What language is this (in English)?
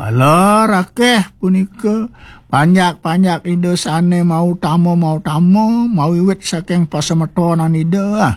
Balinese